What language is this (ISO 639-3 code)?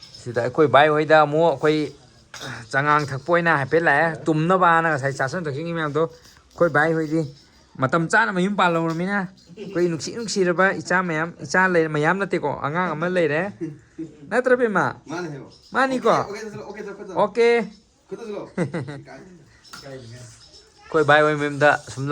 mni